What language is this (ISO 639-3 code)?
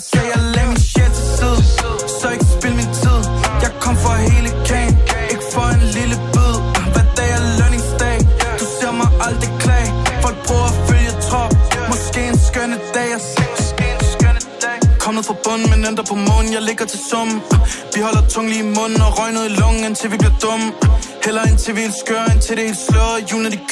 dan